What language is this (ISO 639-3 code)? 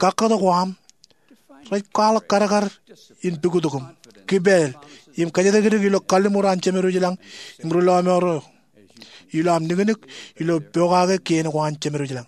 mah